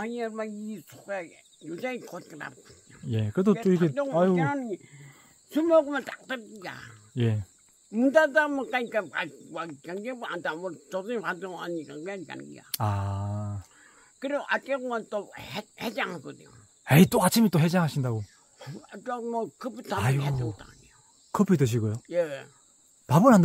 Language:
Korean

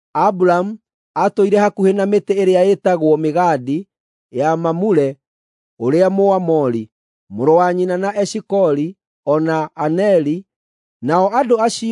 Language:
Kikuyu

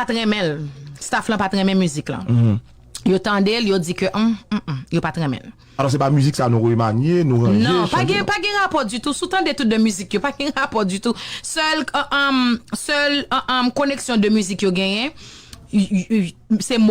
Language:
Haitian Creole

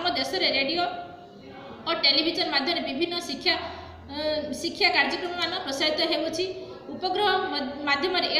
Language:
Odia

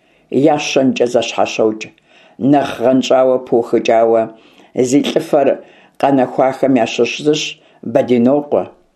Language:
Kabardian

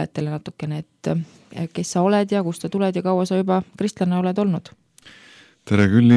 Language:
Estonian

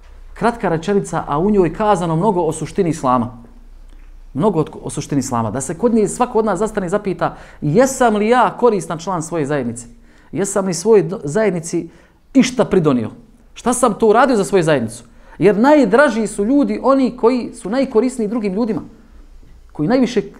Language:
Bosnian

